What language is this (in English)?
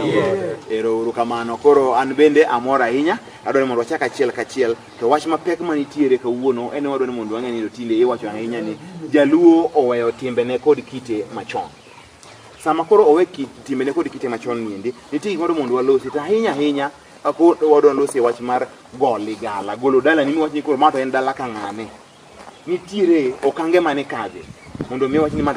Luo (Kenya and Tanzania)